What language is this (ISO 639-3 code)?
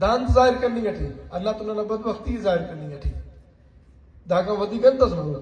brh